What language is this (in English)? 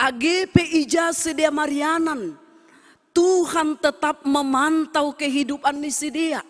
Batak Simalungun